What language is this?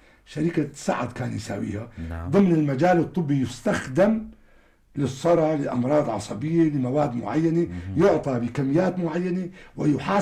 North Levantine Arabic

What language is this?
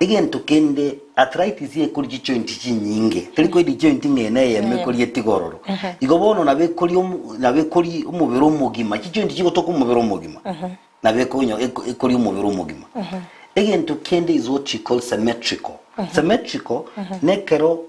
Gusii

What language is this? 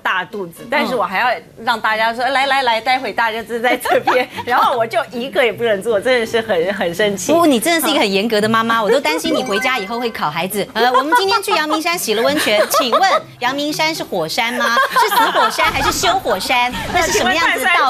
Chinese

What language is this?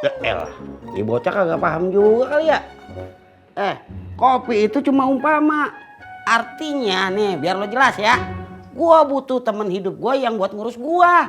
Betawi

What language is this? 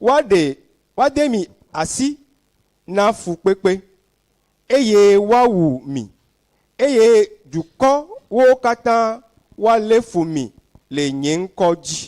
Ewe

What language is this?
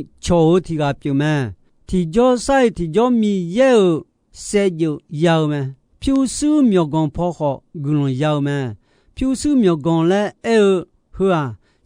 Akha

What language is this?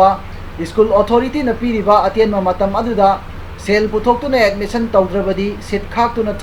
Manipuri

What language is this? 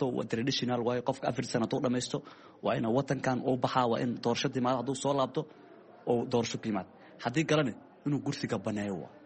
Somali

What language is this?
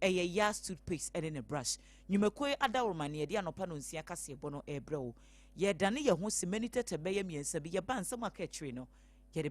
Akan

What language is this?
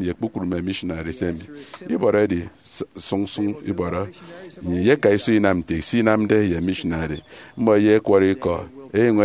Efik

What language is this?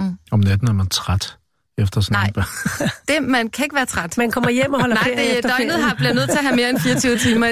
Danish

